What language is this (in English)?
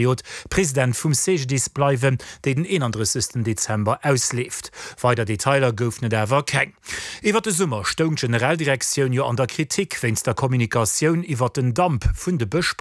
Luxembourgish